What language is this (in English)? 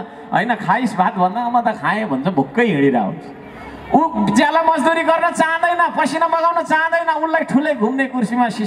Nepali